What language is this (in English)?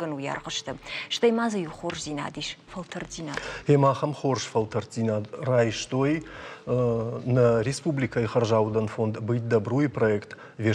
Ossetic